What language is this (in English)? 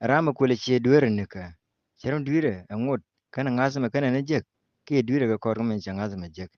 Nuer